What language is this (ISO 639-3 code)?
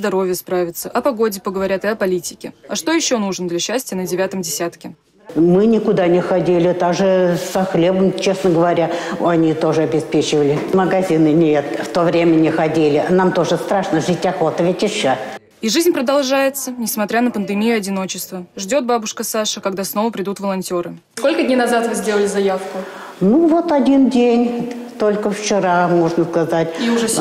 rus